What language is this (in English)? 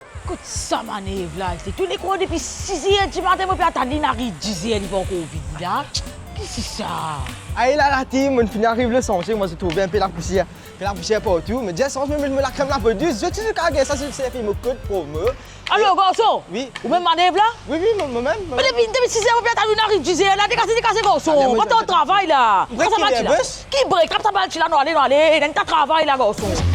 Morisyen